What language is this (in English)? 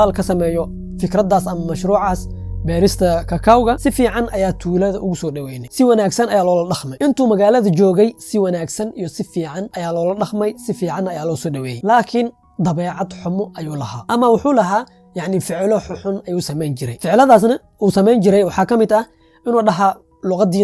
Somali